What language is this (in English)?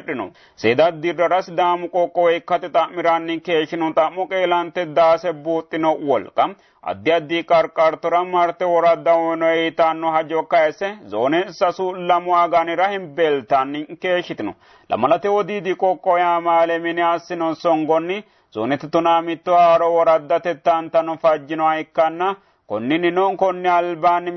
Sidamo